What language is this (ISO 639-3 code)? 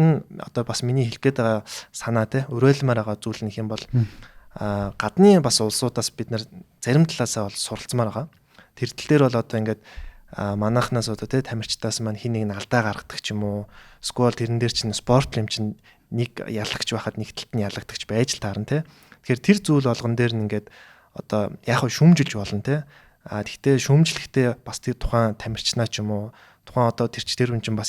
mon